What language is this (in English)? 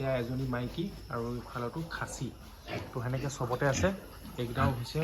Assamese